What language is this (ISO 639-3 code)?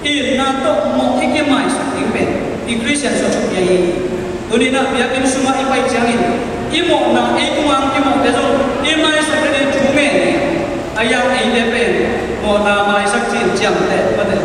ctd